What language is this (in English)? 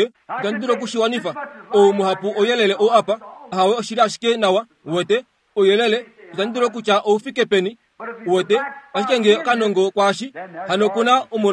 Kuanyama